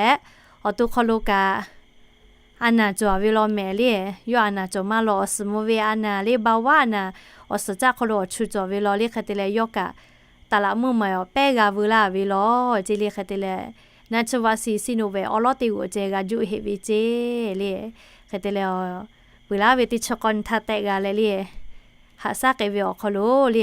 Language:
Lahu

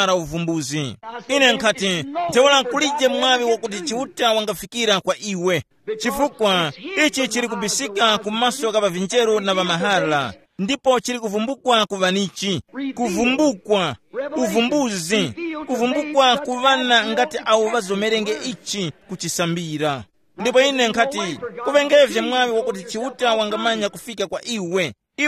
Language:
Tumbuka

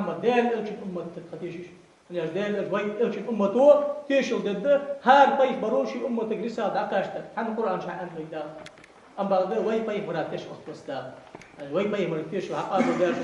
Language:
Ingush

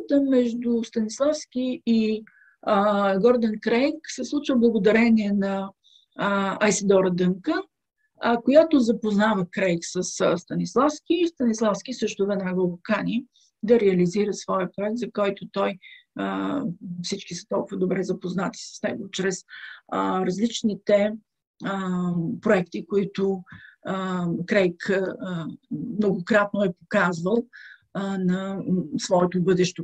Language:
Bulgarian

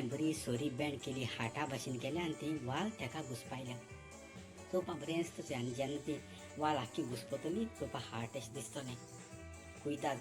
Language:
Konkani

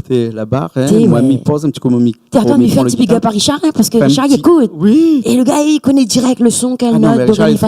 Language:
Réunion Creole French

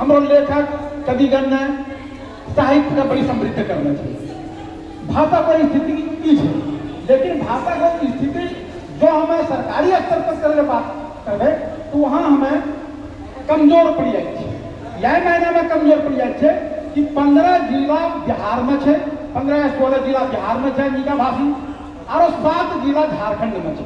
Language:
Angika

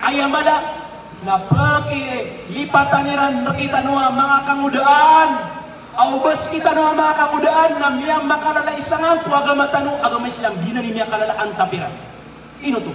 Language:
Maranao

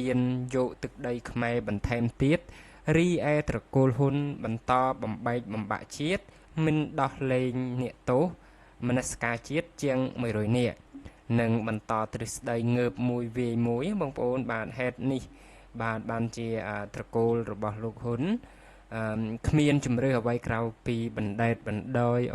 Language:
Khmer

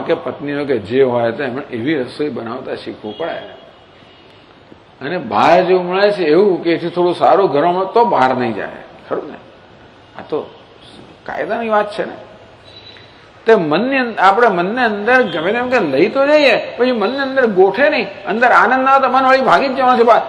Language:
Gujarati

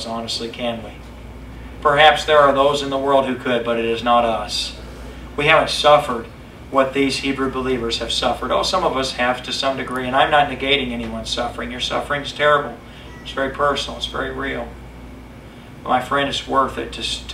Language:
English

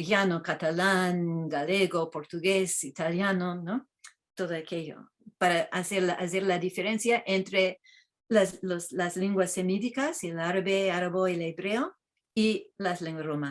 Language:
Ladino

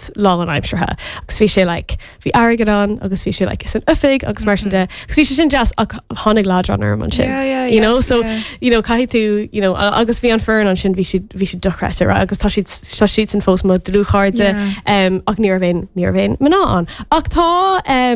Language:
Irish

